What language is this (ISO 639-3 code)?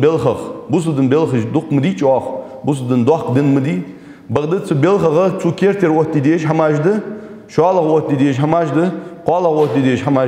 inh